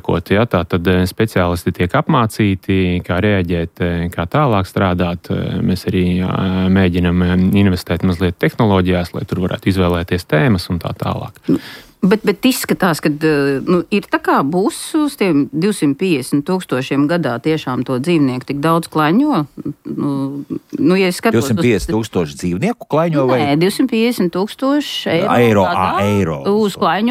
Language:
Latvian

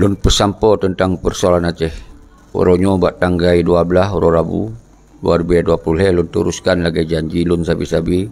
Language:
Achinese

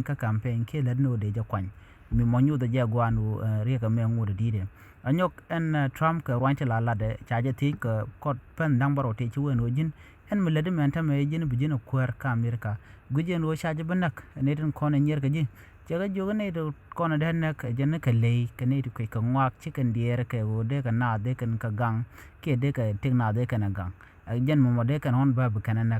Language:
Nuer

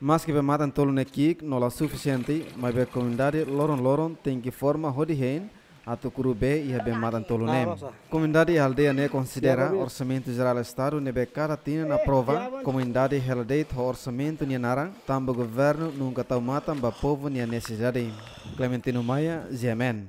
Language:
Tetum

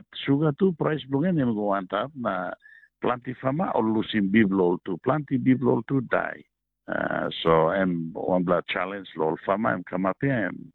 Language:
Tok Pisin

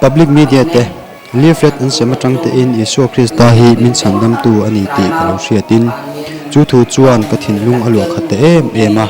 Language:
Mizo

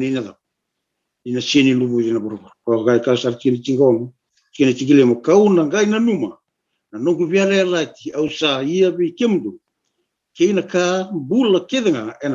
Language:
Fijian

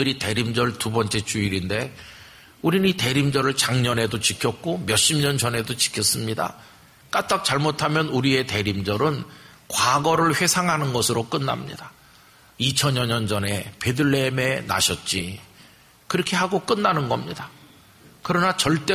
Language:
Korean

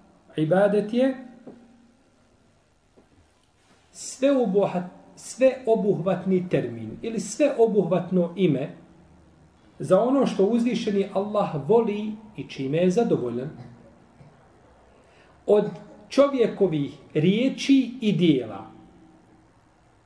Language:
Bosnian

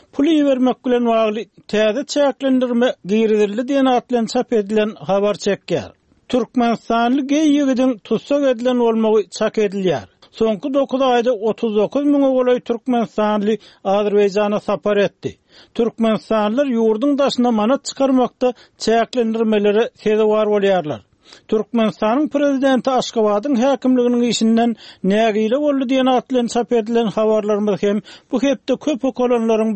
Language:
Turkmen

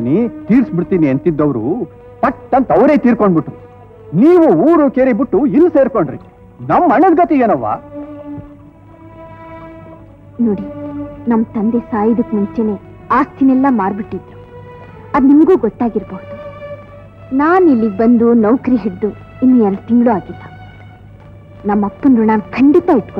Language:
Kannada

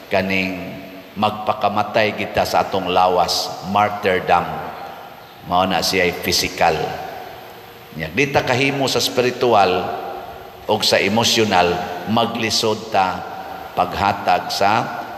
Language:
Cebuano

